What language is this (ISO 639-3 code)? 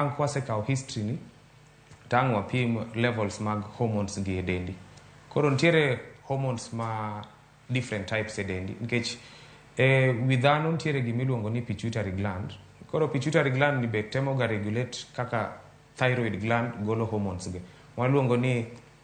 luo